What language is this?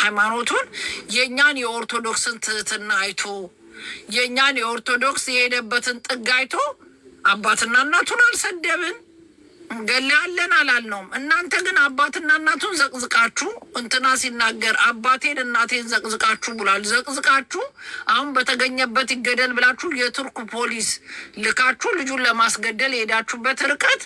Amharic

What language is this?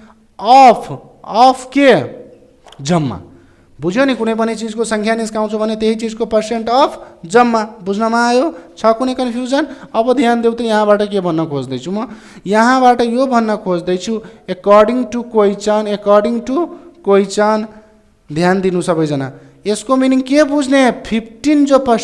Nepali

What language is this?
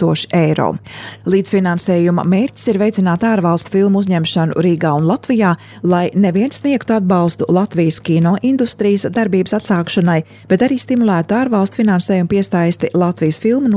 Latvian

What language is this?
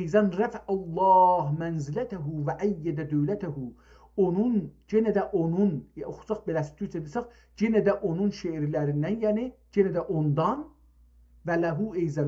South Azerbaijani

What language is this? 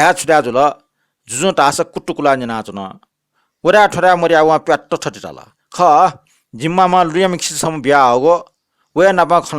Newari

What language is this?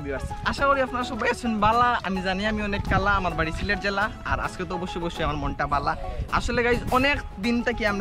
Sylheti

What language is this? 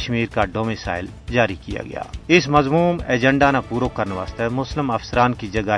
Gujari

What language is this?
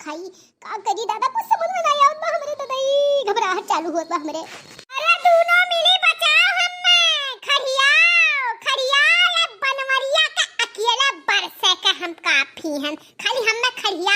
Awadhi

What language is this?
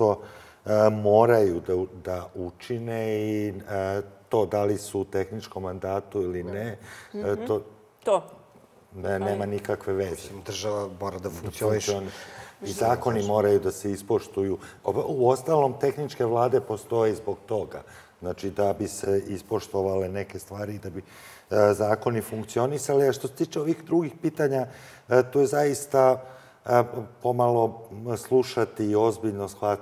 Serbian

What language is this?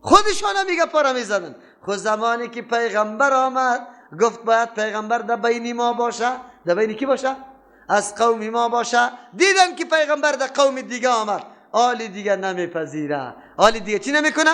Persian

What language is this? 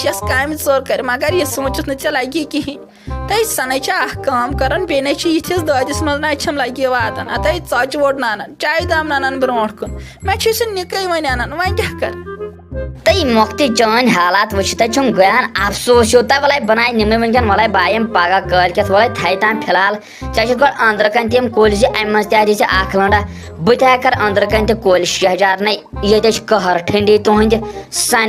Kashmiri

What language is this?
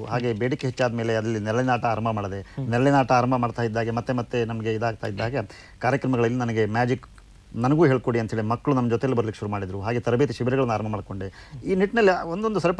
Kannada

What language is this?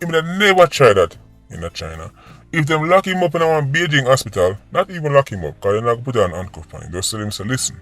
Jamaican Creole English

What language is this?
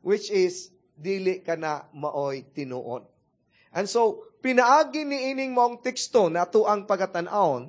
Cebuano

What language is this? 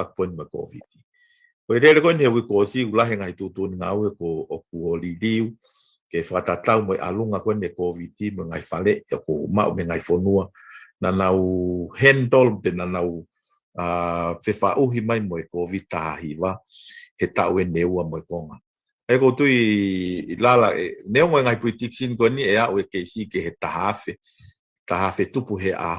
Tongan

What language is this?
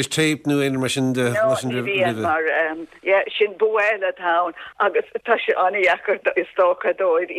Irish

